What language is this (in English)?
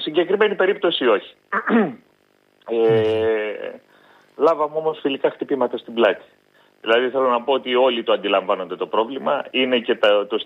Greek